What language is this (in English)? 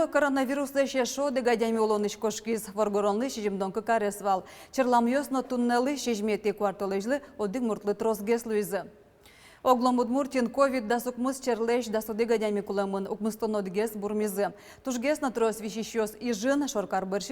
Udmurt